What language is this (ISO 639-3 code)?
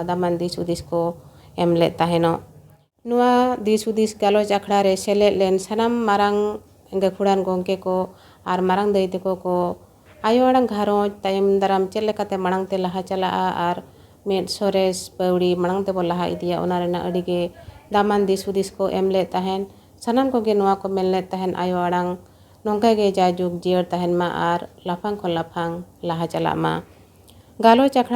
sat